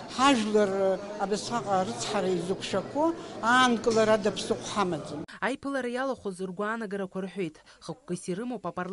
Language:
Abkhazian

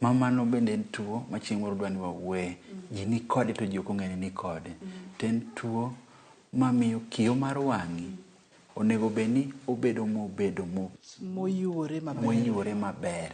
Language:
Luo (Kenya and Tanzania)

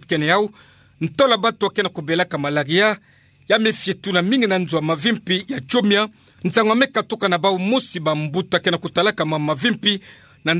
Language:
Kituba (Democratic Republic of Congo)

